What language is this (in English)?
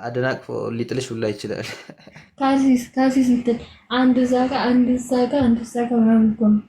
Amharic